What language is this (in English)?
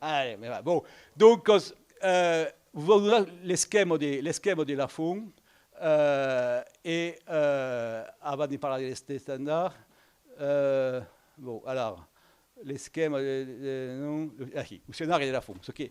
Occitan